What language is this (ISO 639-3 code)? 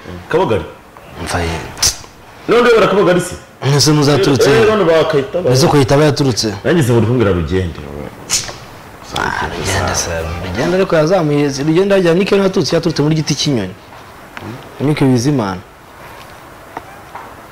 kin